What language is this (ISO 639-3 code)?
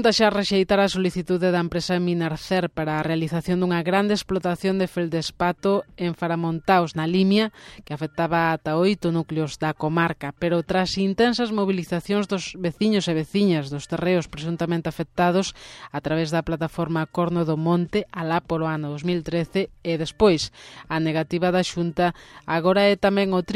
glg